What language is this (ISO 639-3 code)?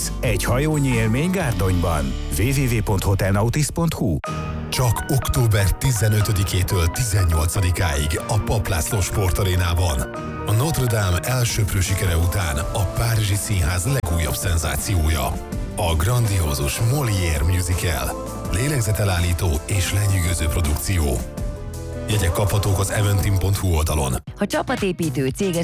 hun